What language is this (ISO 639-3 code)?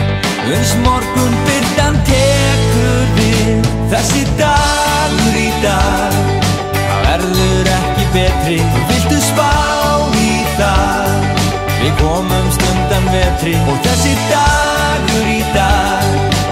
isl